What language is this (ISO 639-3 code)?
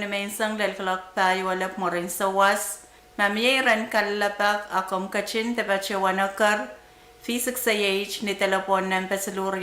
pon